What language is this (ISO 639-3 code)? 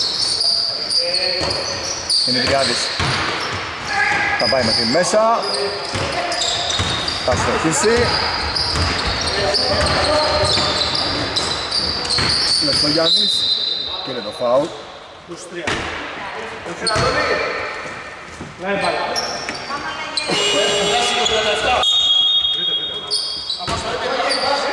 ell